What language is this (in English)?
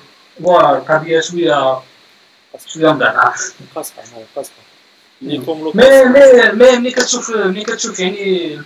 Moroccan Arabic